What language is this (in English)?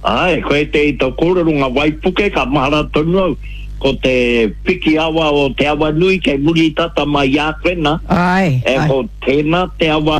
Māori